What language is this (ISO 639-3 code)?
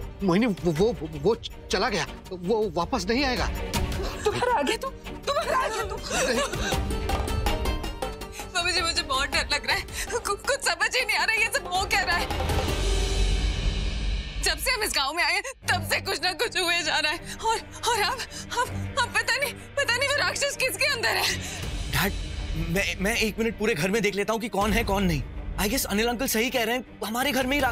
hin